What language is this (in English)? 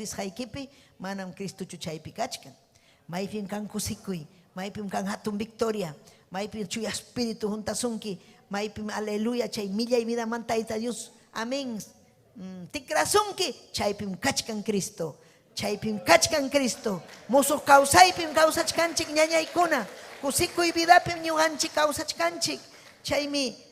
Ayacucho Quechua